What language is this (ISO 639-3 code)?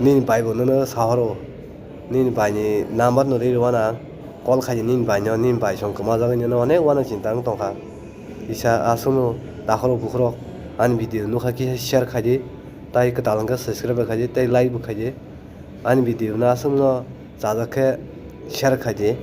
trp